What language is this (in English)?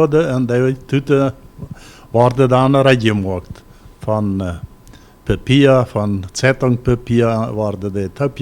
Plautdietsch